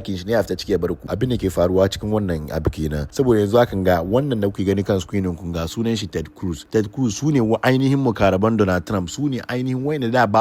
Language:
Hausa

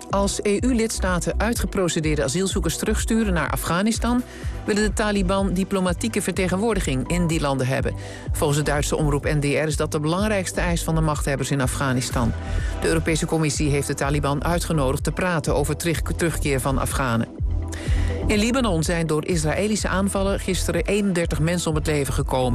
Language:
Dutch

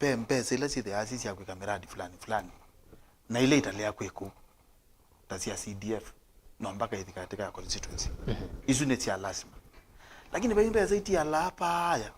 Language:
Kamba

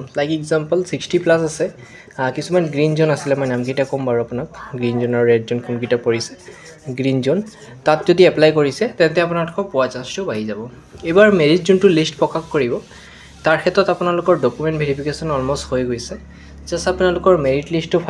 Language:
Assamese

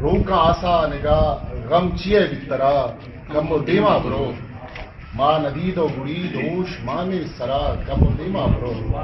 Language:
Eastern Balochi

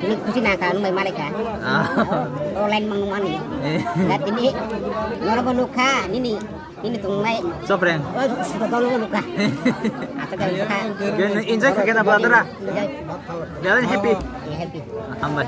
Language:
Kok Borok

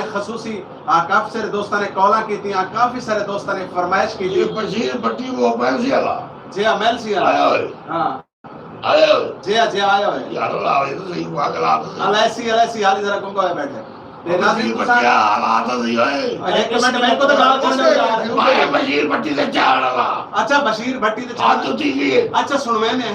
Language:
Saraiki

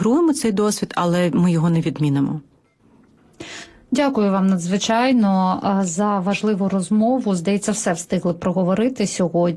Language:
Ukrainian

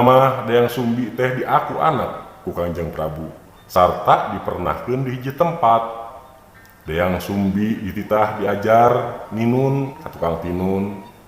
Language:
Sundanese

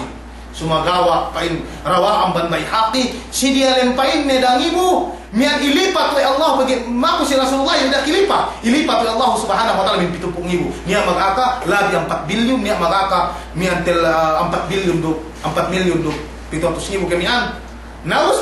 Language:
Yakan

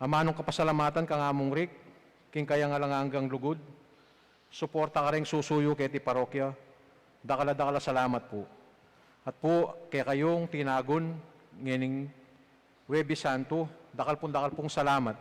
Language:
Pampanga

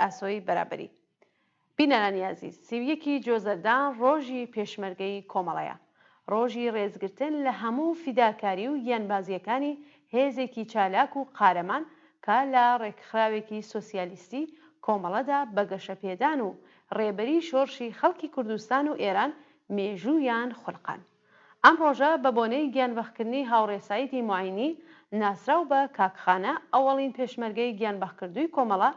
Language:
Central Kurdish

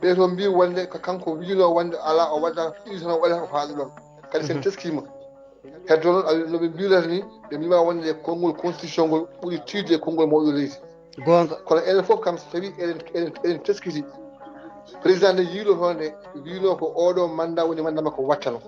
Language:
Fula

